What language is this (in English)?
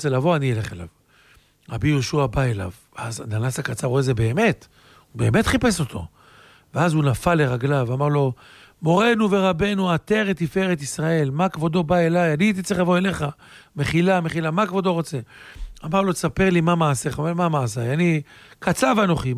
Hebrew